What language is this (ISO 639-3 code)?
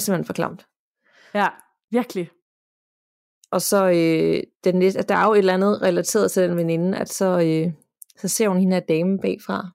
dan